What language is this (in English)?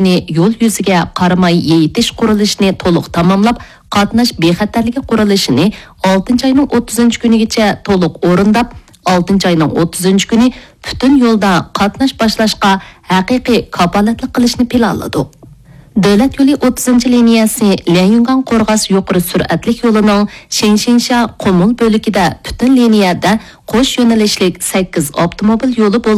Uyghur